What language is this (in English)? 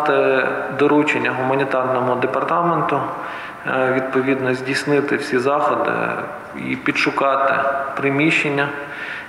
Ukrainian